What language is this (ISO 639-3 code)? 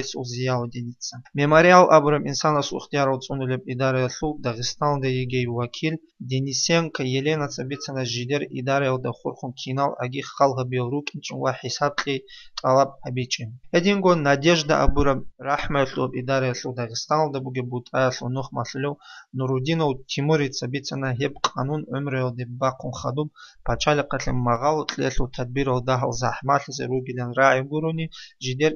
ava